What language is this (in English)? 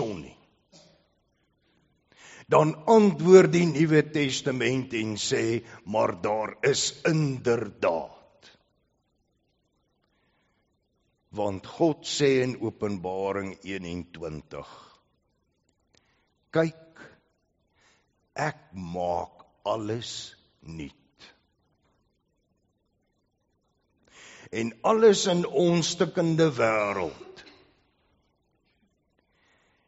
Afrikaans